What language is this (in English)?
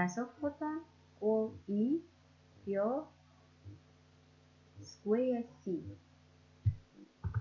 Kazakh